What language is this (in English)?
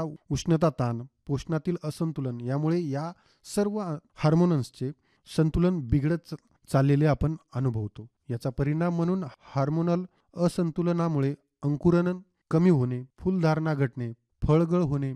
Marathi